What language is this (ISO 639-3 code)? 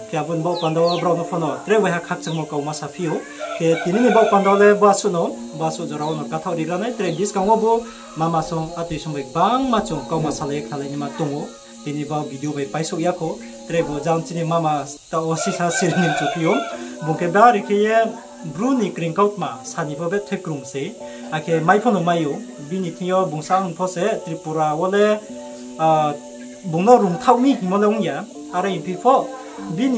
ria